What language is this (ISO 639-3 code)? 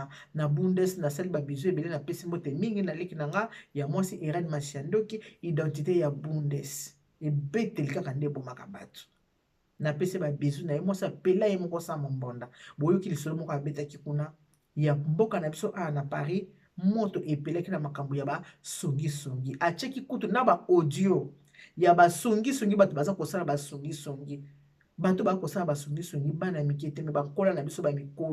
lin